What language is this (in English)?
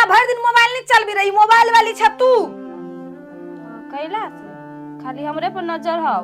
Maithili